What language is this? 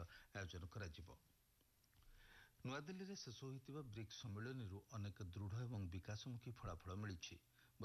Odia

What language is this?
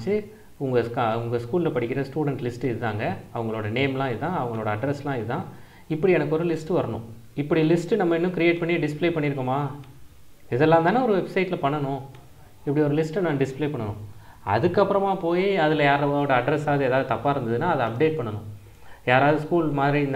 Tamil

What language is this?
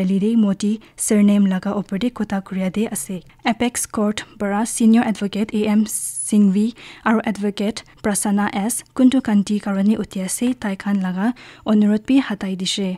Naga Pidgin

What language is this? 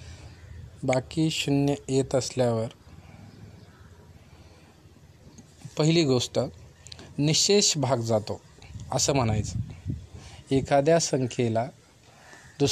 Marathi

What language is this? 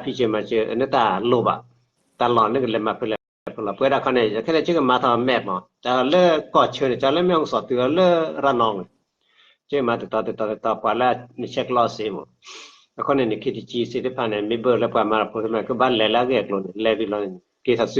S'gaw Karen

